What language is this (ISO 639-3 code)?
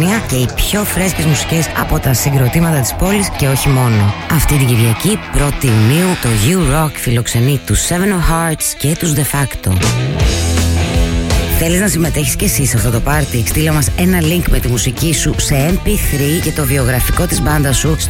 ell